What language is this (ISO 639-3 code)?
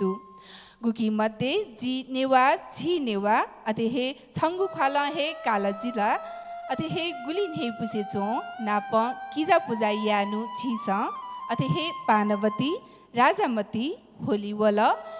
new